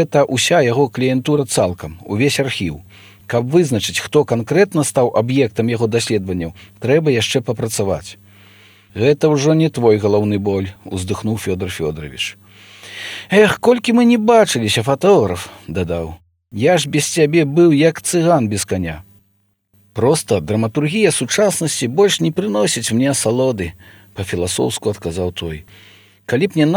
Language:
Belarusian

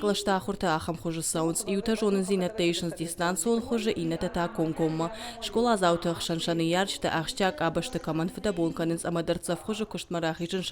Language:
Ossetic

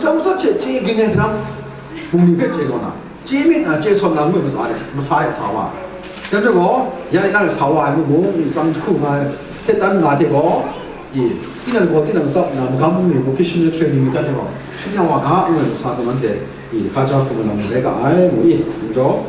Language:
Kachin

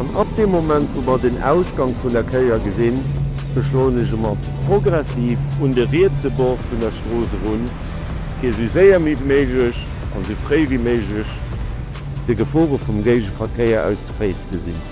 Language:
Luxembourgish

